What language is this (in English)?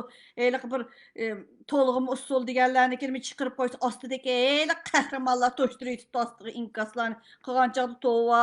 Uyghur